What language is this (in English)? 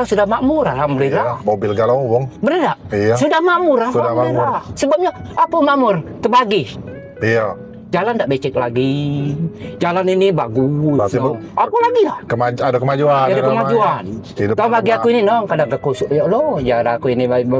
Musi